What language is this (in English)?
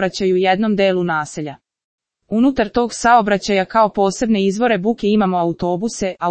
Serbian